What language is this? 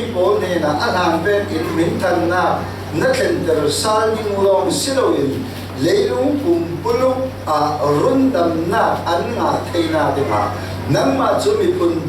Falam Chin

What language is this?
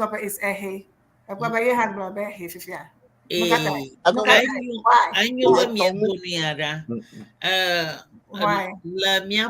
Ewe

